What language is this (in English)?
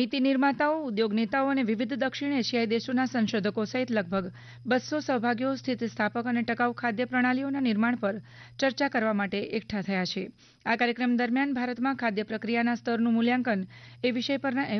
Gujarati